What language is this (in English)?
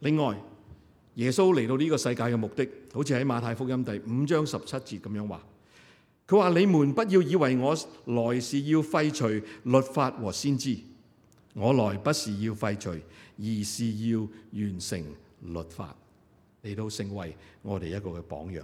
Cantonese